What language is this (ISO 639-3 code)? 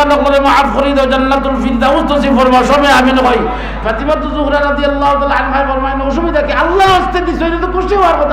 syl